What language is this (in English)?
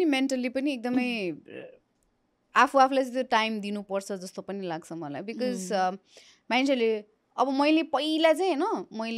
Nepali